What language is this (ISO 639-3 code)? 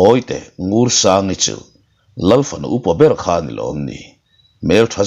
lus